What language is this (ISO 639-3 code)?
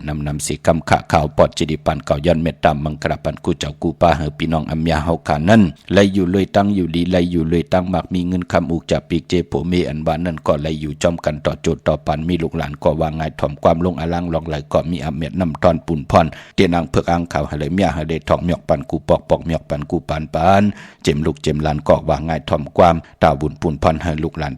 shn